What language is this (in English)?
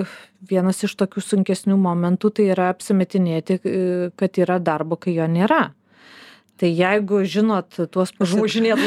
Lithuanian